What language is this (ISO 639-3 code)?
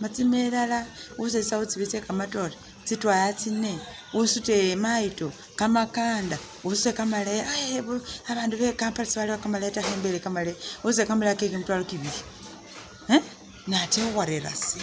myx